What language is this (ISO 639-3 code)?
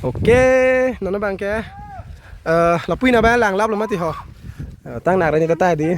mjw